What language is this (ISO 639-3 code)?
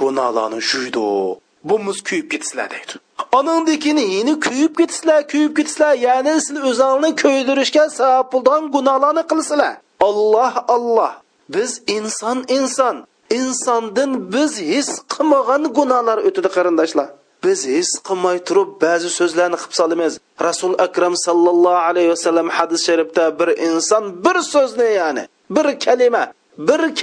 uig